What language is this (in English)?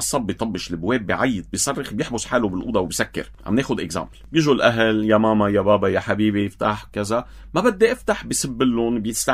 North Levantine Arabic